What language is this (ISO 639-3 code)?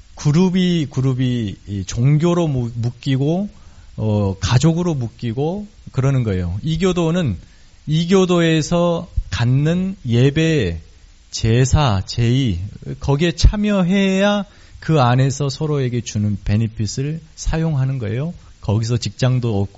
kor